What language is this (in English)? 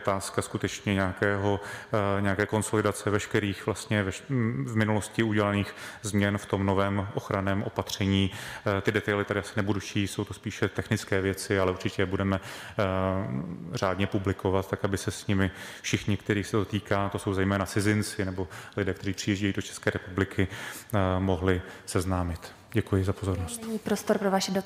Czech